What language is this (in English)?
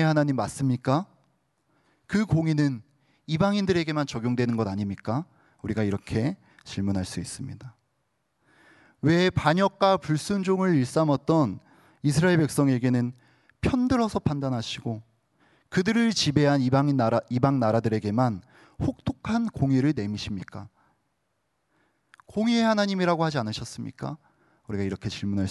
Korean